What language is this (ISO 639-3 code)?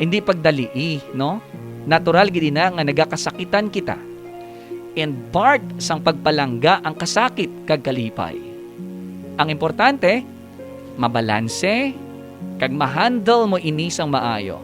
hil